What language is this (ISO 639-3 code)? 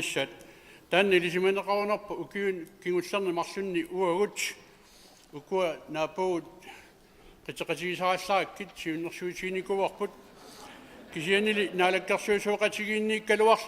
kal